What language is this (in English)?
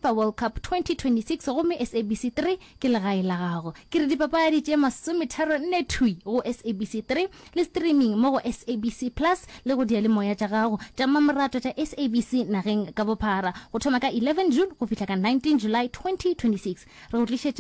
Northern Sotho